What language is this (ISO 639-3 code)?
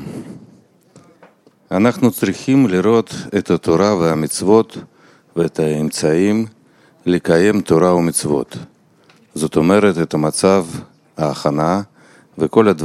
heb